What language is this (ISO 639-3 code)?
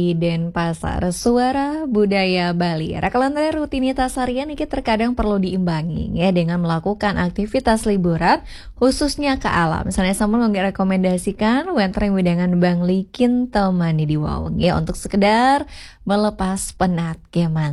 ban